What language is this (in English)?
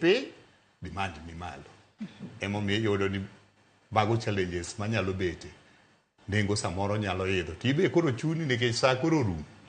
Luo (Kenya and Tanzania)